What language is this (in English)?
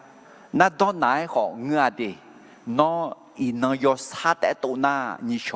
Akha